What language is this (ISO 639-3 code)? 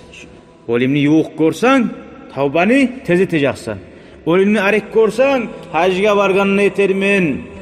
kum